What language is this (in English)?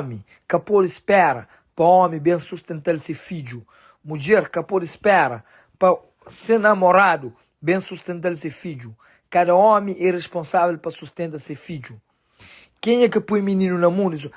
Kabuverdianu